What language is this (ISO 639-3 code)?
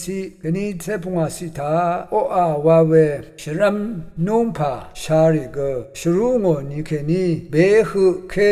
raw